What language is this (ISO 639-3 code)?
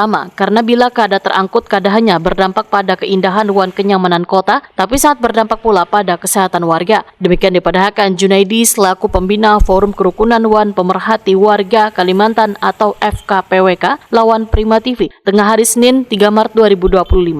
bjn